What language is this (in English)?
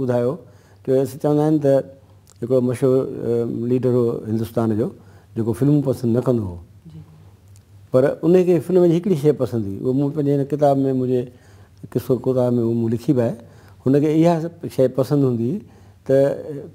Sindhi